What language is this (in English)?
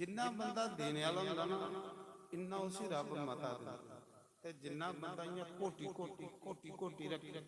Dogri